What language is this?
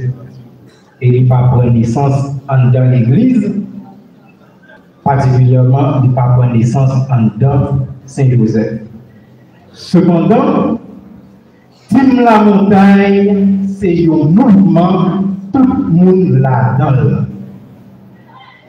French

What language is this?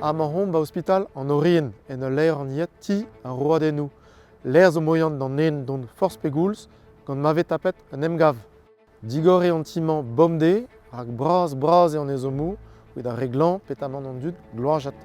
Breton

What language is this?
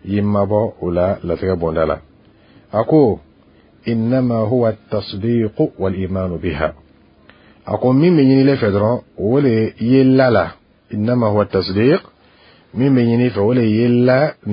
Bambara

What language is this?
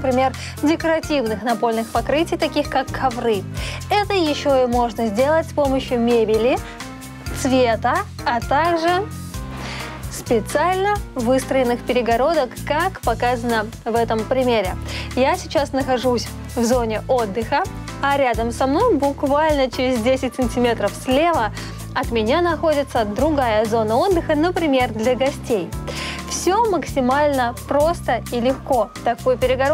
Russian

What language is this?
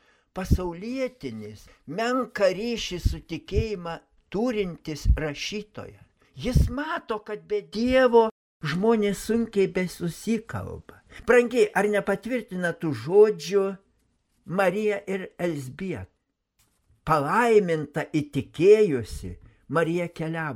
Lithuanian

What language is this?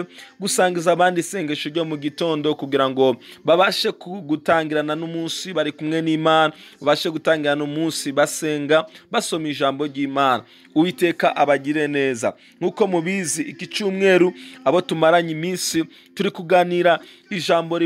Kinyarwanda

